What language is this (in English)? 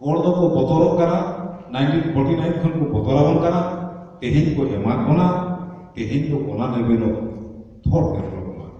Santali